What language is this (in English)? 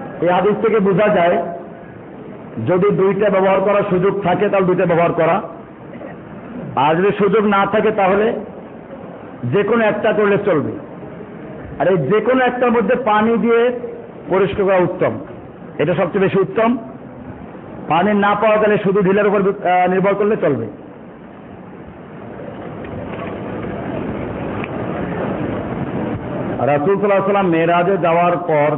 Bangla